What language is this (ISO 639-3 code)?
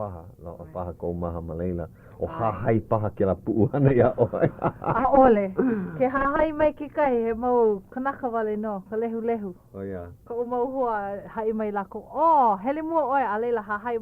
haw